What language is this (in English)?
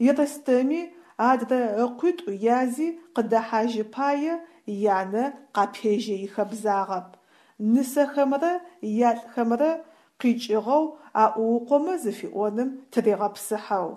Adyghe